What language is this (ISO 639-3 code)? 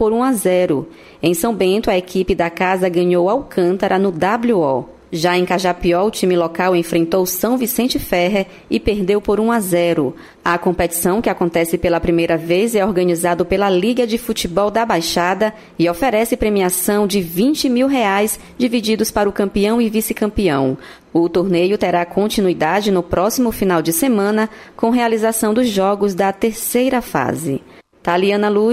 por